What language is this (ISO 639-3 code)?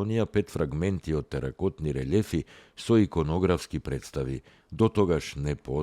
mkd